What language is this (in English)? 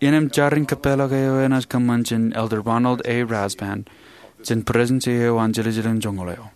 Marshallese